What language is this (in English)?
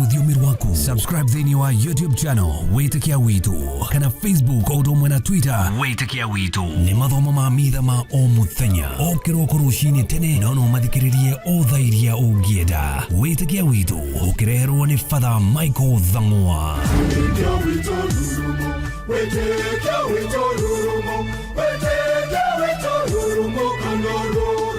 Kikuyu